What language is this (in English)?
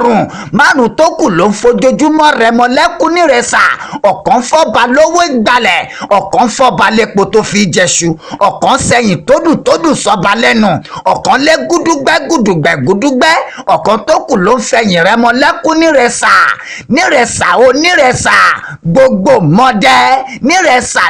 Yoruba